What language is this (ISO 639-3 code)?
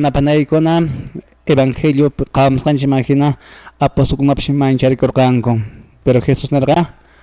que